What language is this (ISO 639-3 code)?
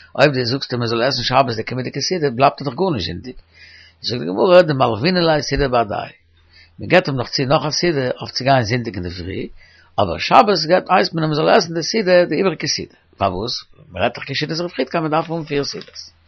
yid